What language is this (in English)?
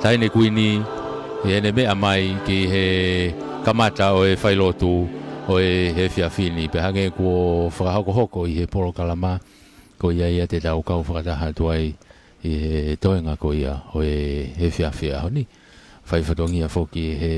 Tongan